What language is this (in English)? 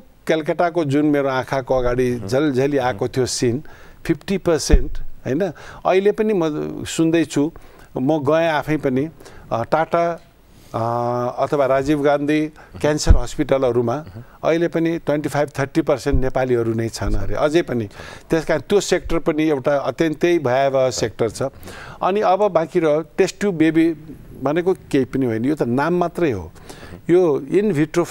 Nepali